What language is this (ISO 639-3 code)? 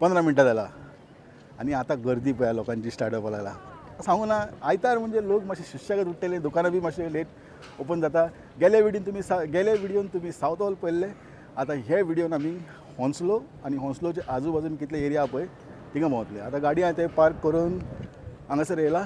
kok